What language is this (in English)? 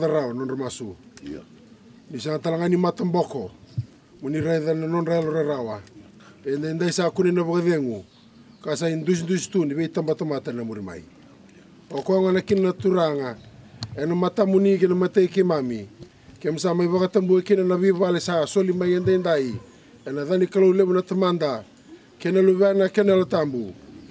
Fijian